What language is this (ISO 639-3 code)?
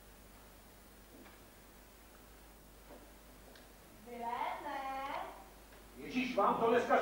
ces